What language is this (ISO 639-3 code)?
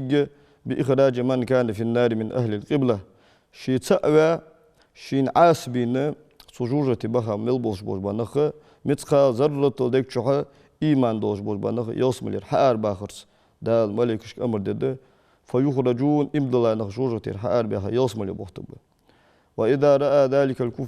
inh